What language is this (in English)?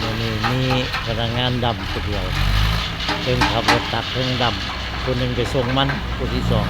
Northeastern Thai